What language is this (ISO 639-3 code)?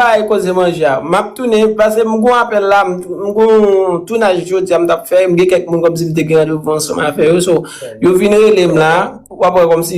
hat